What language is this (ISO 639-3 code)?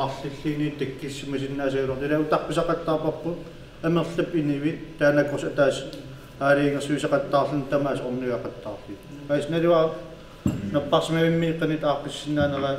kal